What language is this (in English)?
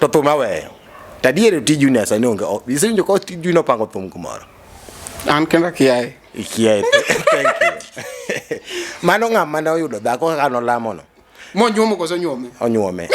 Luo (Kenya and Tanzania)